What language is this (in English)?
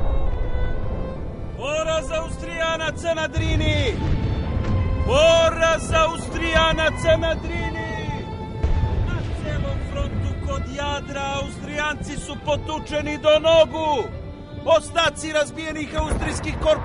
Serbian